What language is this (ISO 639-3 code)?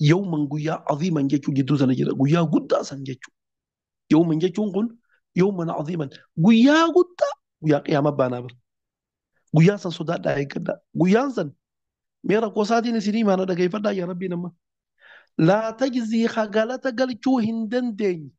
orm